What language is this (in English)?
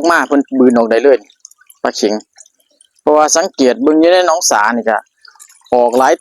Lao